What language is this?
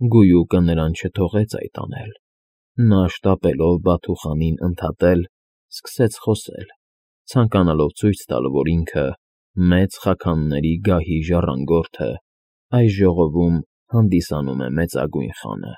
Armenian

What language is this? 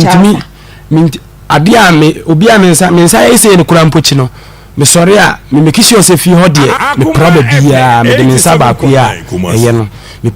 Akan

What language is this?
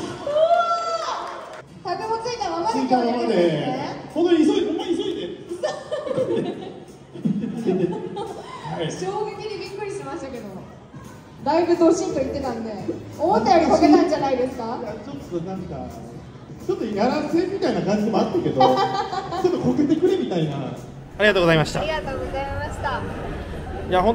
Japanese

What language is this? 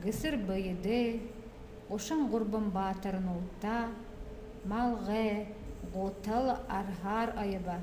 Buriat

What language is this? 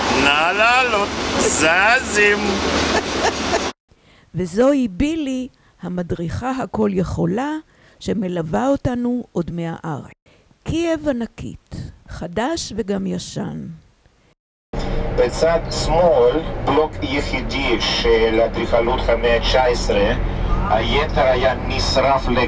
Hebrew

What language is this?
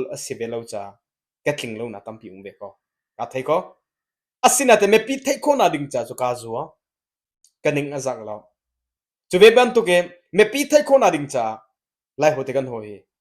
Hakha Chin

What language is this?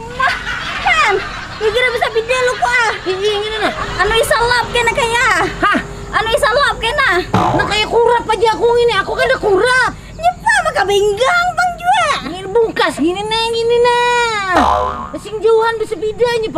Banjar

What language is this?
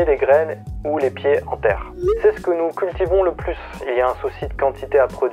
French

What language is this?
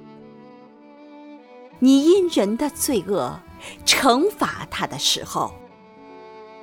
Chinese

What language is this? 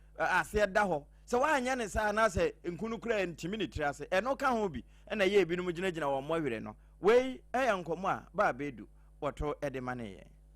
Akan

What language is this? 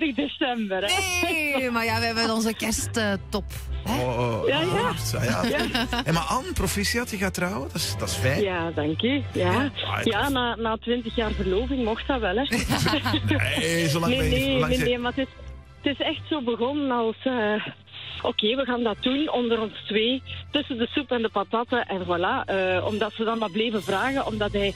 Dutch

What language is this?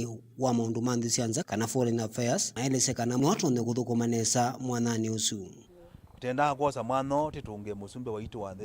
Kamba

